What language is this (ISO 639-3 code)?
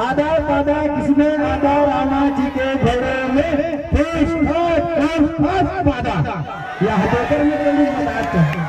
hne